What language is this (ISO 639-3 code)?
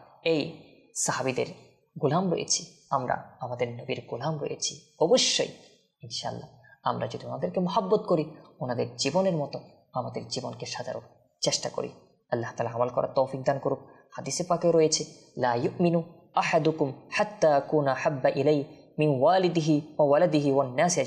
ben